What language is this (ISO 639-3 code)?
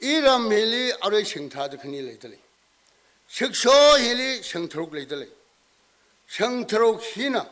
nmf